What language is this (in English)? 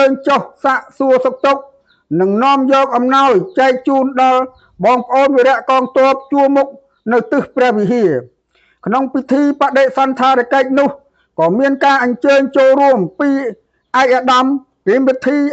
Khmer